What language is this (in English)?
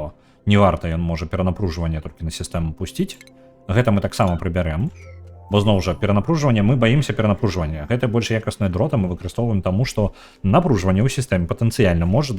Belarusian